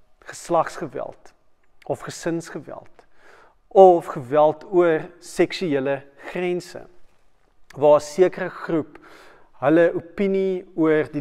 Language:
Afrikaans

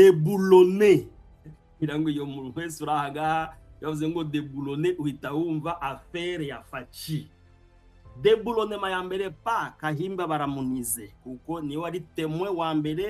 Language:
Kinyarwanda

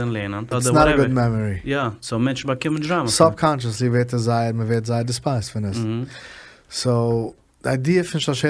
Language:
Yiddish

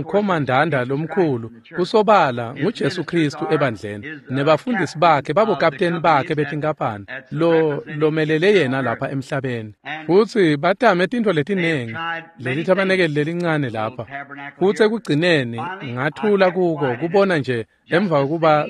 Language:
Swati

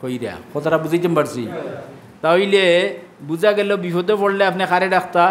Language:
Sylheti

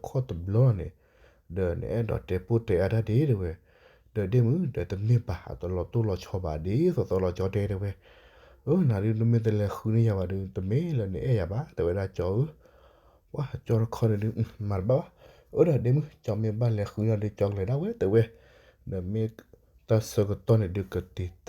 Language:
S'gaw Karen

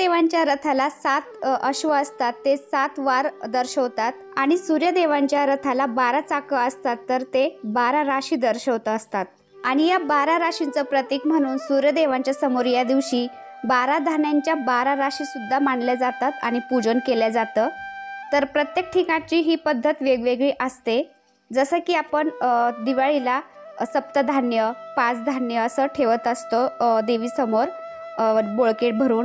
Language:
Marathi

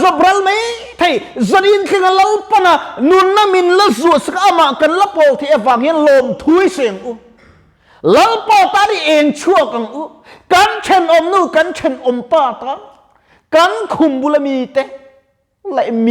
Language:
Mizo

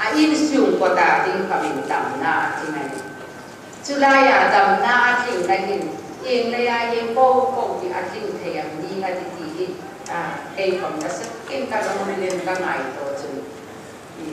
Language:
Hmar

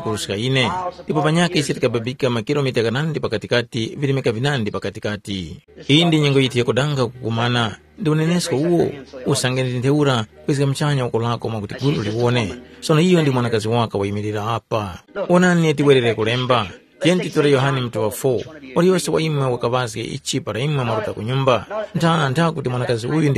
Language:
Tumbuka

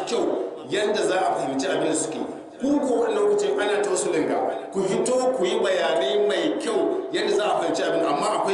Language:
Hausa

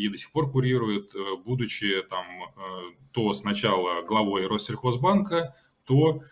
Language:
Russian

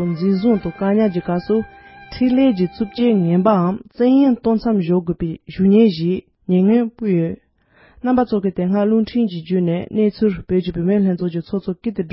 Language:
Tibetan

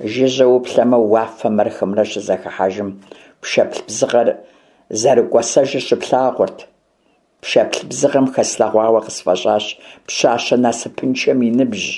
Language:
Kabardian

